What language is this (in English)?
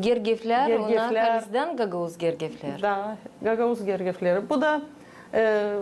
Gagauz